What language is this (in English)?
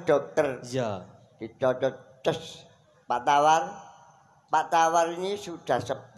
Javanese